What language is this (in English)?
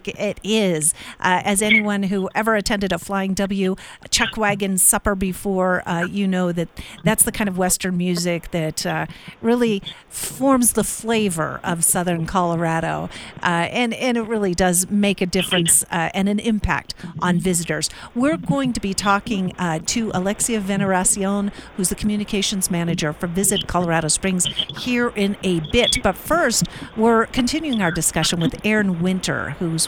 English